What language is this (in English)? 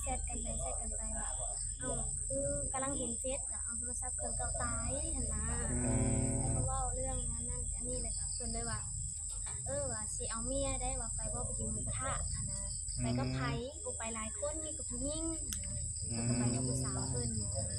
Northeastern Thai